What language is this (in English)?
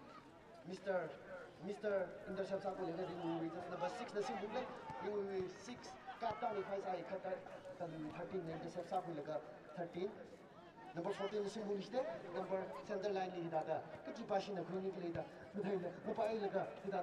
Tangkhul Naga (India)